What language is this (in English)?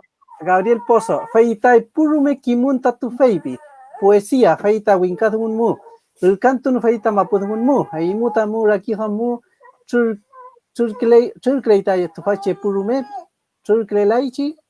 Mapuche